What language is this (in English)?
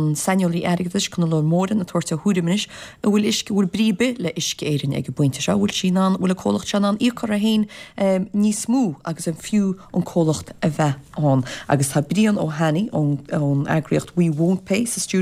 Irish